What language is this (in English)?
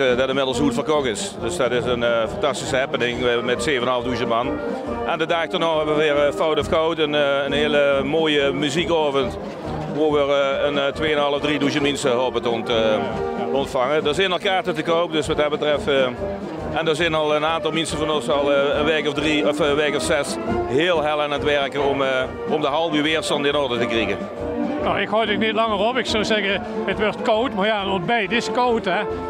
Limburgish